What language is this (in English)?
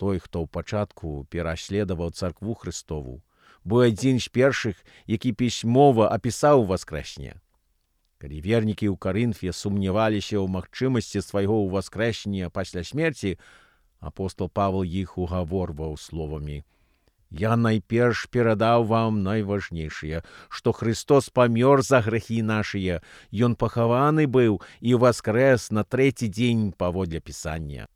Belarusian